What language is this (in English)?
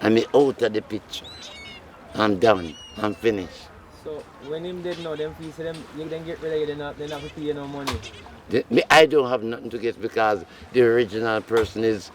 Jamaican Creole English